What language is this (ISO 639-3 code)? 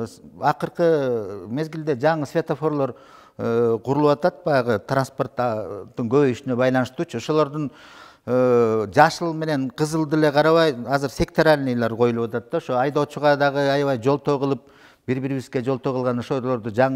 kir